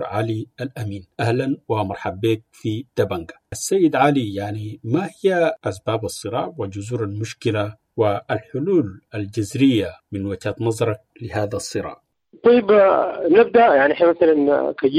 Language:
Sudanese Arabic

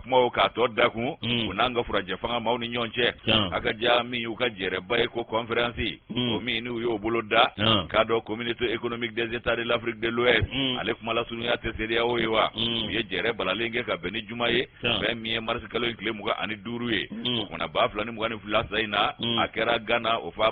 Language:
Bambara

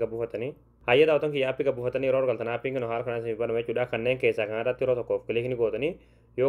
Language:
Oromo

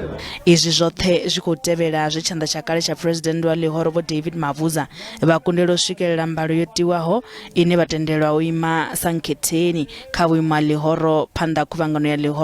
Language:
Venda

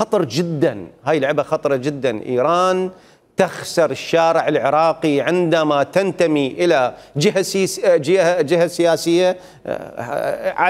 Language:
Mesopotamian Arabic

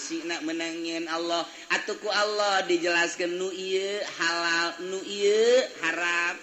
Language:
Sundanese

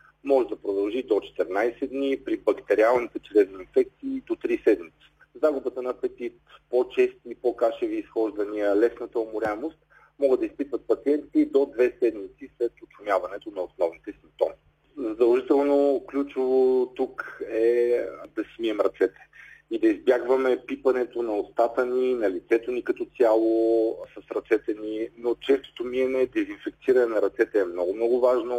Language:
Bulgarian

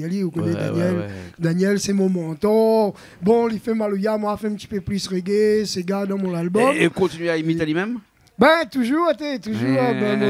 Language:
Réunion Creole French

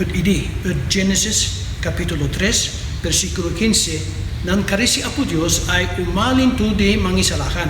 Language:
Kankanaey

